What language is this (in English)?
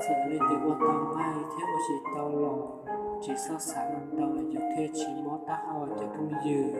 Hmong